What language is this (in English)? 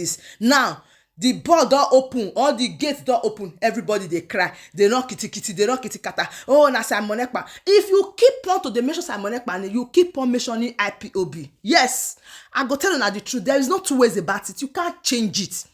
Nigerian Pidgin